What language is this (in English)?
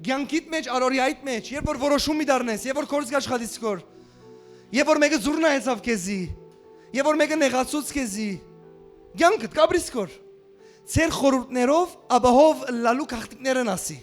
Western Armenian